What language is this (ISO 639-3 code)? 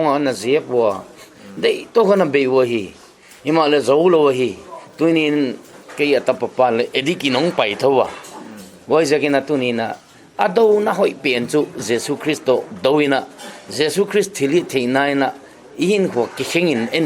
pck